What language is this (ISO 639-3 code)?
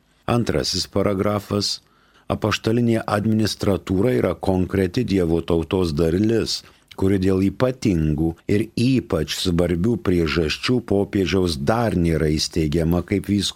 lit